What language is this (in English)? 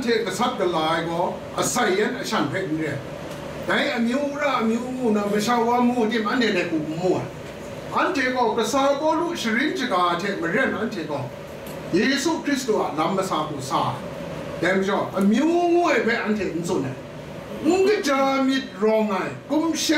Kachin